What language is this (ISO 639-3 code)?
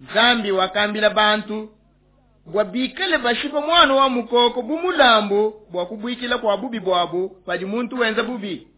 lua